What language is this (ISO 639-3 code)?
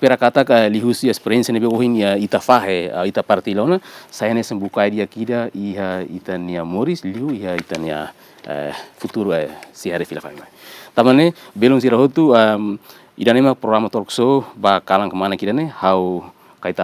tet